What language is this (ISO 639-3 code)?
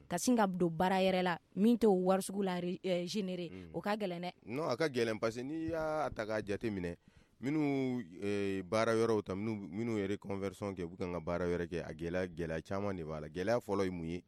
bam